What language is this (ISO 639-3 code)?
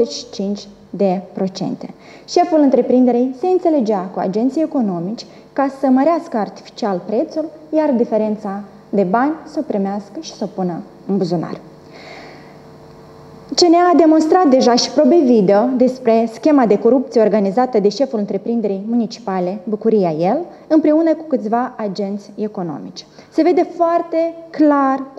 ron